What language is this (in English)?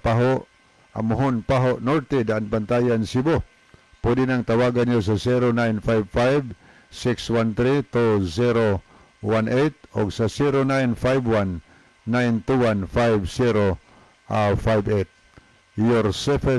Cebuano